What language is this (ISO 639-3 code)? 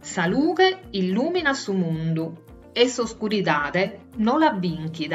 srd